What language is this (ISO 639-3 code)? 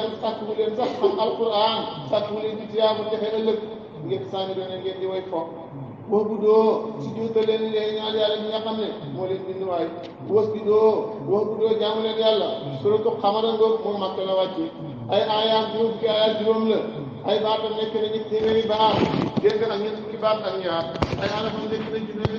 wol